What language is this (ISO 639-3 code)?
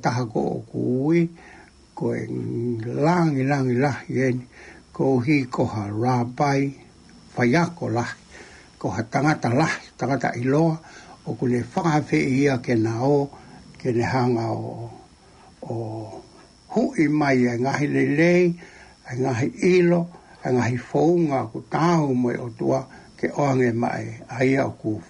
ton